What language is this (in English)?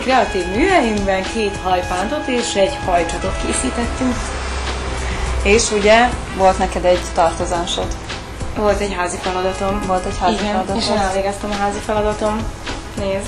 Hungarian